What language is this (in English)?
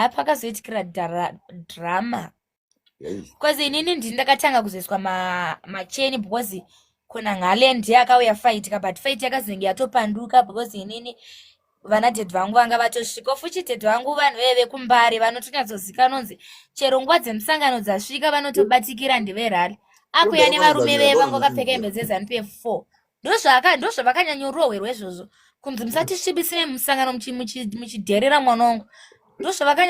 Shona